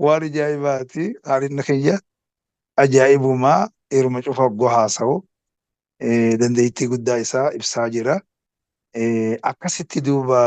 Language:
Oromo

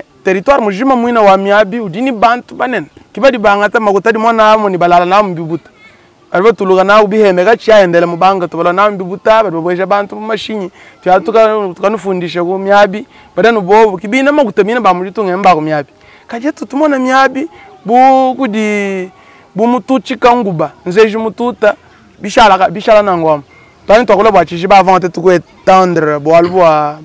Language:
Luba-Lulua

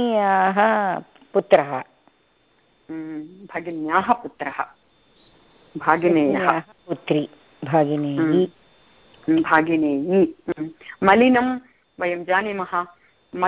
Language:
Sanskrit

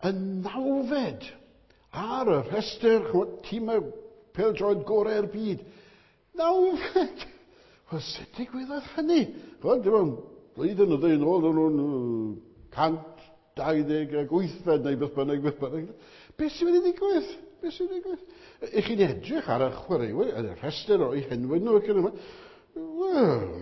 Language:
Welsh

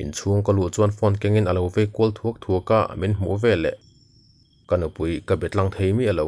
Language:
Mizo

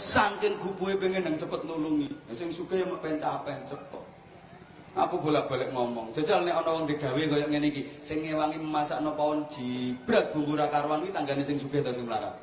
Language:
Javanese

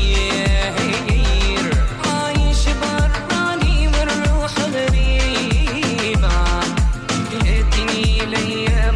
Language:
Tunisian Arabic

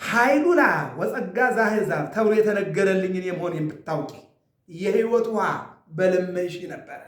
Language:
Amharic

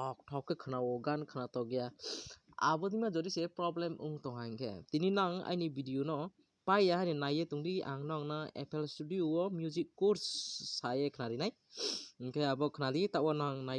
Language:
Kok Borok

